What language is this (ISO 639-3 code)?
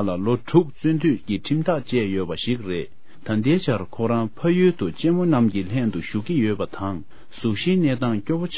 bod